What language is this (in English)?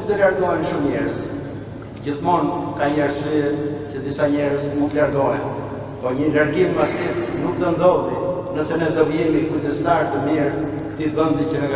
Albanian